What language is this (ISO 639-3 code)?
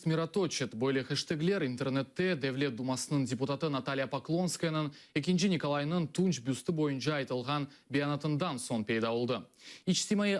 crh